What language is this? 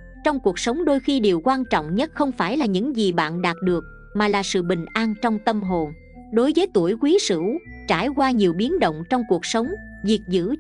Vietnamese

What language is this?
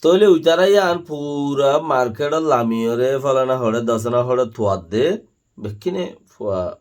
Rohingya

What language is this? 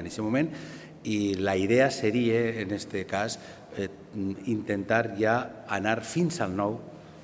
Catalan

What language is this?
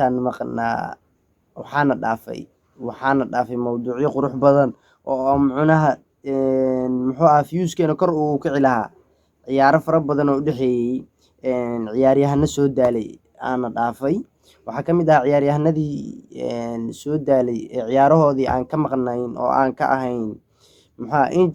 Somali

